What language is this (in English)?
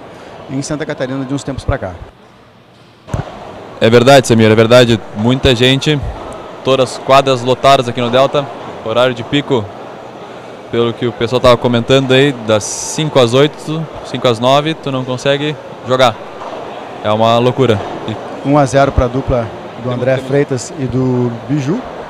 Portuguese